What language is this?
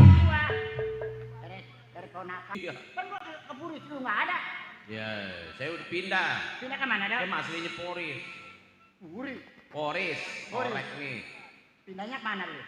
Betawi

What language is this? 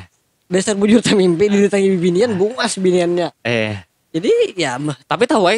Banjar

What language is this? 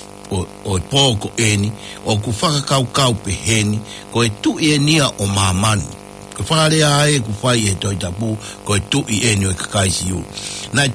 Tongan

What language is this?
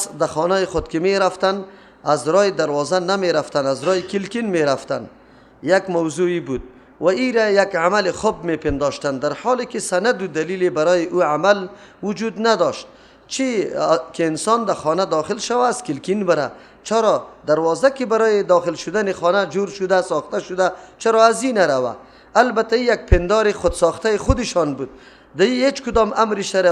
Persian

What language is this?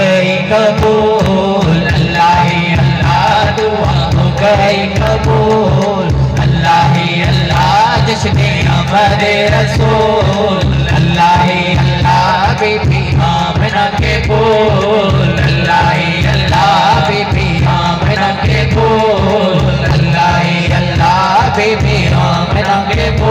Saraiki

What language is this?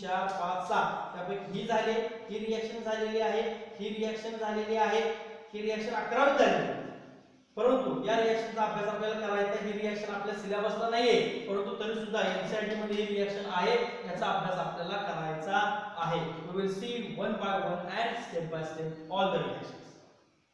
Marathi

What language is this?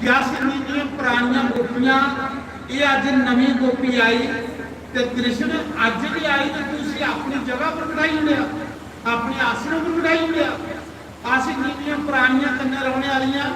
Dogri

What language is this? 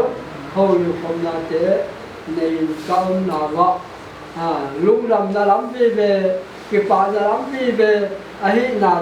Paite Chin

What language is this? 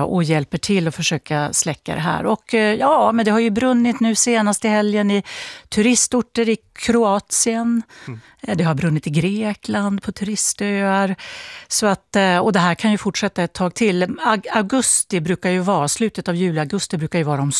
Swedish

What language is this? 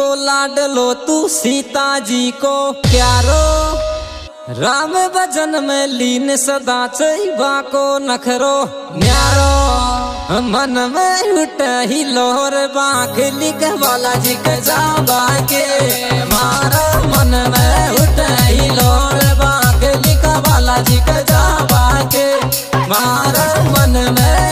Rajasthani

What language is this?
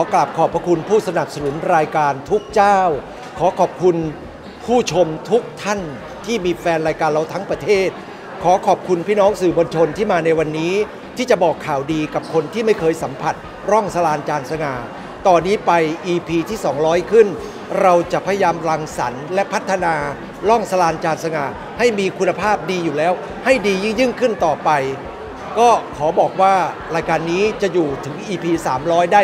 Thai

